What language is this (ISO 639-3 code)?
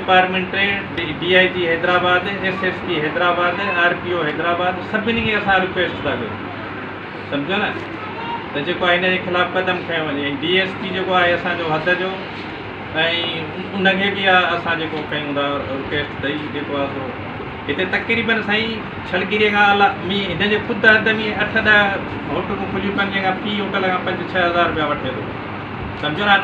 snd